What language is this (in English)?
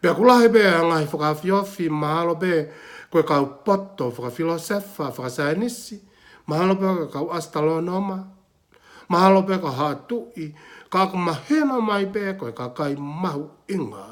Tongan